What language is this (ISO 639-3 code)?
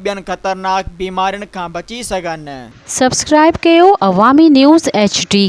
snd